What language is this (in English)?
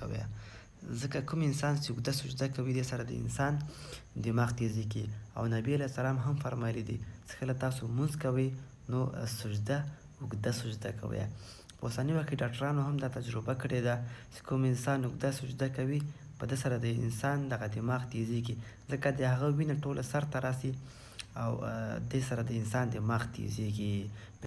Pashto